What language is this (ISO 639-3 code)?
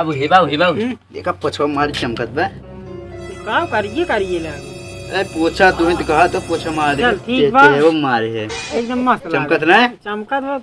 awa